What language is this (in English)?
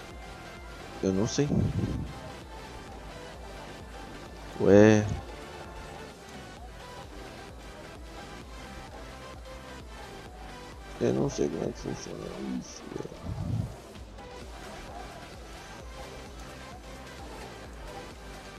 Portuguese